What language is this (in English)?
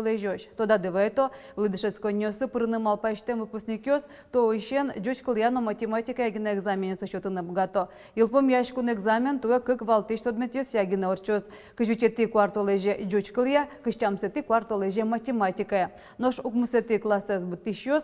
Udmurt